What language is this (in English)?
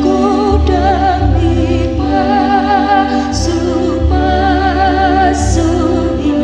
Batak Toba